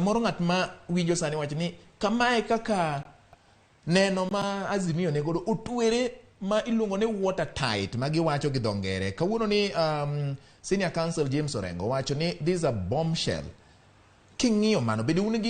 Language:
Luo (Kenya and Tanzania)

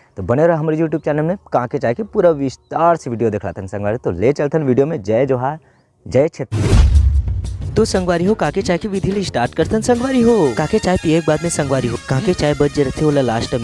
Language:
Chhattisgarhi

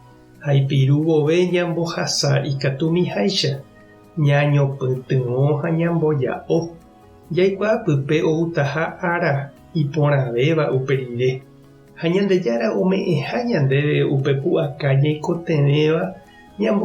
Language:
Guarani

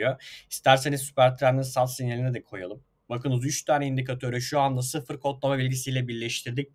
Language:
Turkish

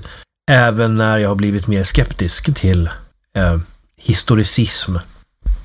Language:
Swedish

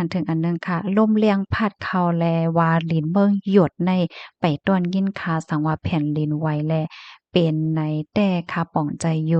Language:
Shan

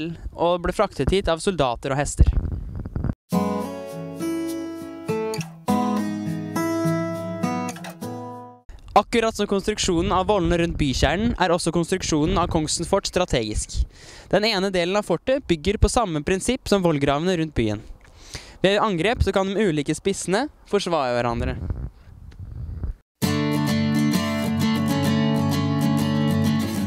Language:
Norwegian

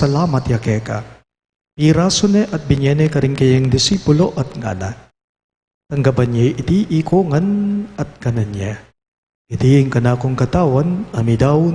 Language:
Pampanga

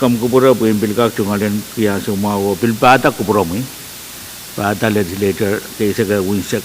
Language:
Pohnpeian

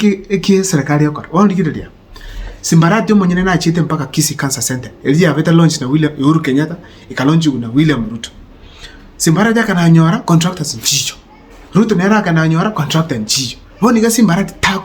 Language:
Gusii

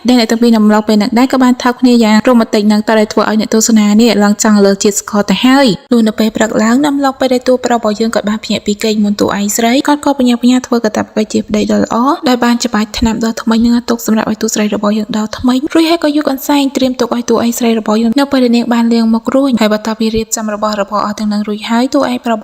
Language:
Khmer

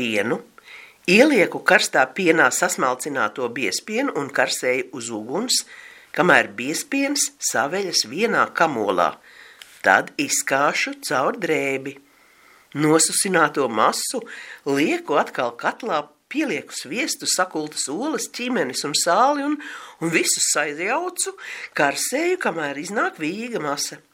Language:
Latvian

